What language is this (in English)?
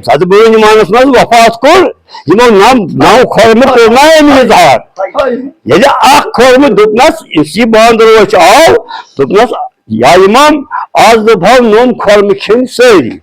Kashmiri